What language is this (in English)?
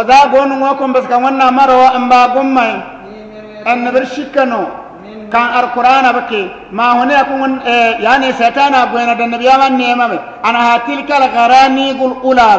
Bissa